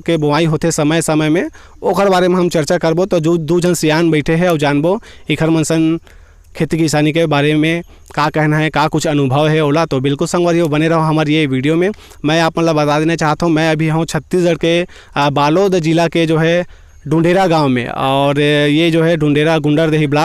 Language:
Chhattisgarhi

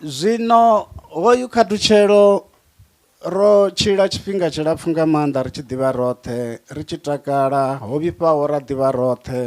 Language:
Venda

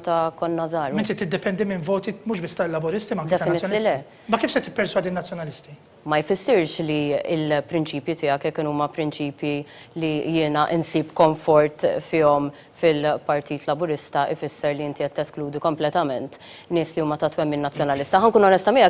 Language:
Maltese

